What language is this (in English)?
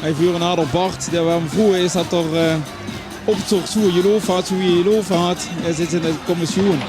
Limburgish